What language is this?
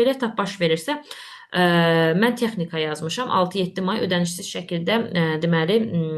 Azerbaijani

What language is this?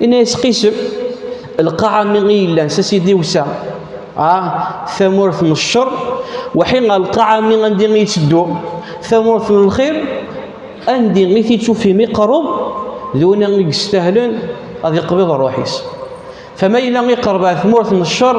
Kabyle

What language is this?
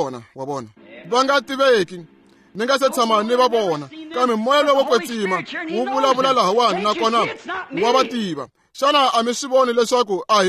Tsonga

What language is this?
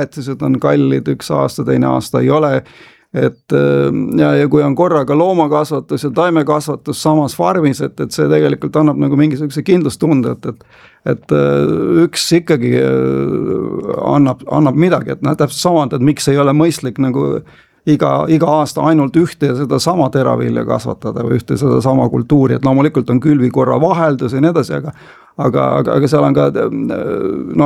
Estonian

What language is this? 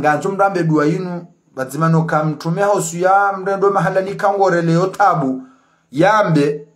Ngazidja Comorian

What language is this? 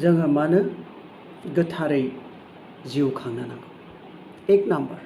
Bodo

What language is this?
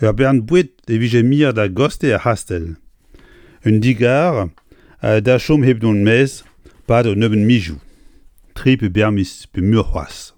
Breton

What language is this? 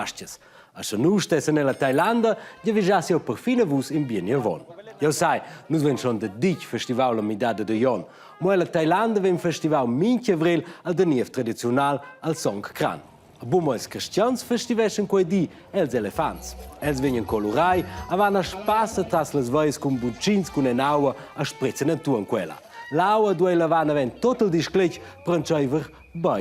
Romansh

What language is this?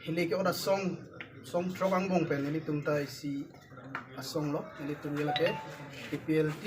Karbi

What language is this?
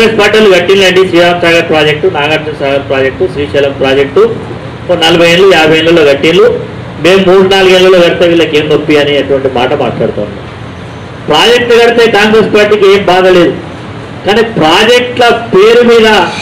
Telugu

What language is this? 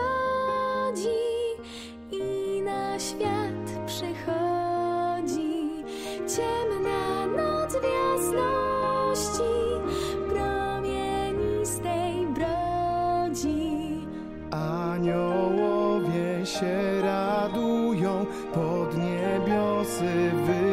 Polish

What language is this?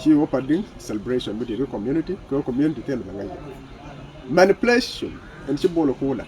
Nuer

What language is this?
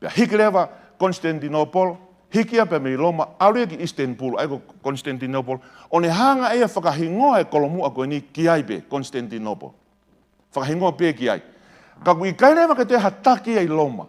Tongan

